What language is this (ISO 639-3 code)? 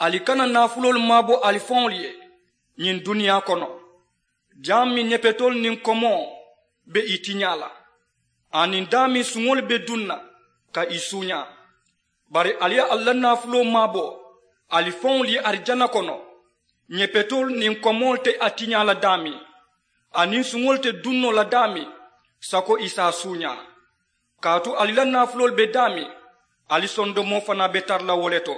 man